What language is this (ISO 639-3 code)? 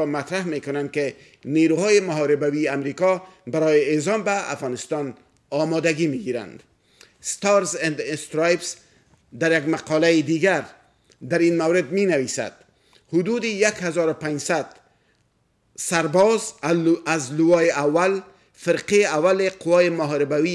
fas